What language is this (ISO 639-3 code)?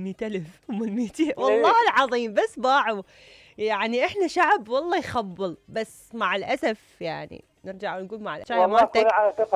acm